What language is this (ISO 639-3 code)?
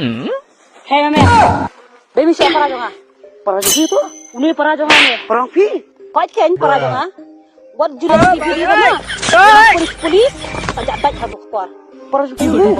kha